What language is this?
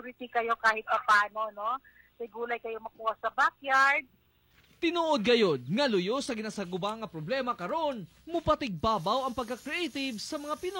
Cebuano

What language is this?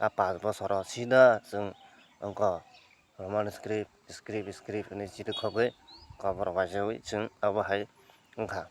Kok Borok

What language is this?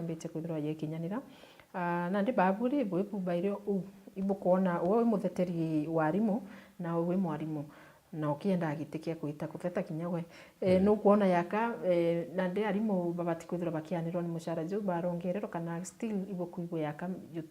Meru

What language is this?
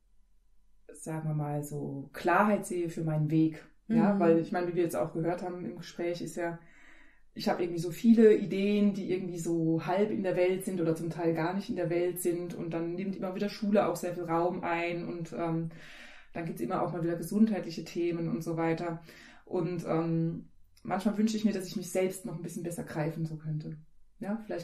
German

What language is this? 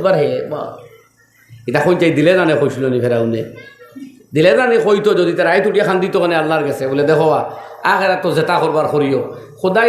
Sylheti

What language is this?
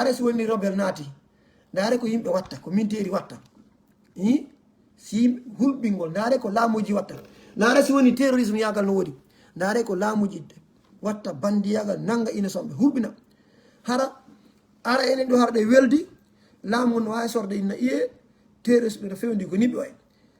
Fula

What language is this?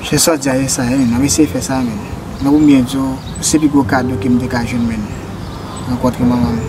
Haitian Creole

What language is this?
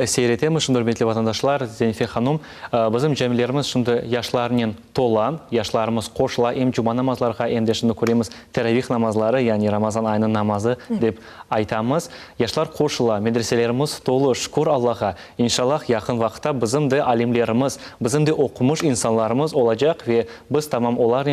Crimean Tatar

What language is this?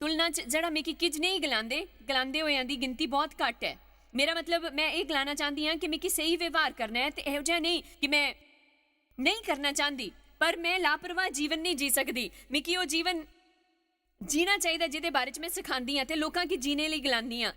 Dogri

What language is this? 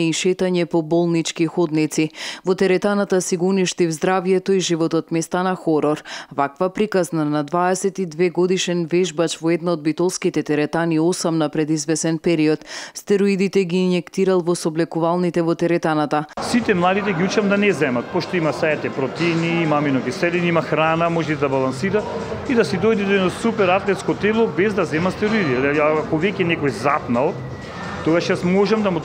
Macedonian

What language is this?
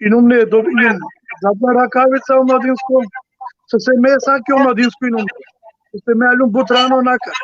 Balkan Romani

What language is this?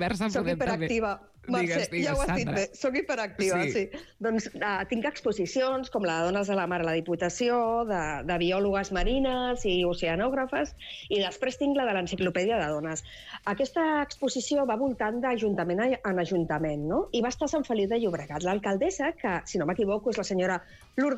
Catalan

